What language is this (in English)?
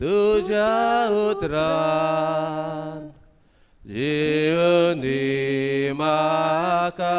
Konkani